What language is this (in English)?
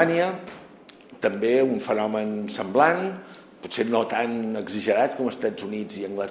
Catalan